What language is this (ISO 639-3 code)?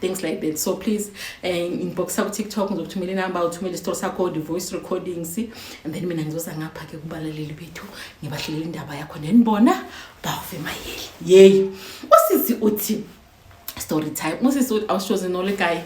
zul